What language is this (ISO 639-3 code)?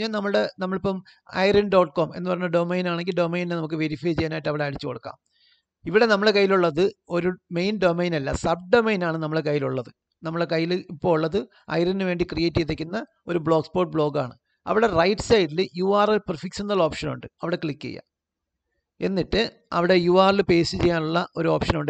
mal